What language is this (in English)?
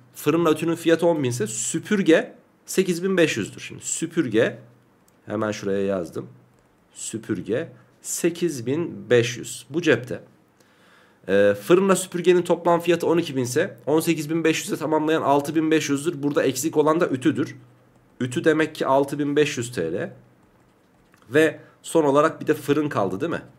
Turkish